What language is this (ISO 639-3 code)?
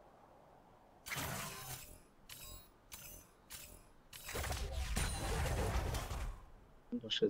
zho